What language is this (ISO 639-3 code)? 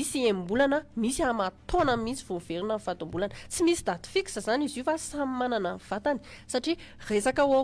mlg